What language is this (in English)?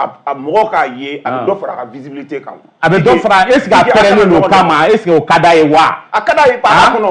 Bambara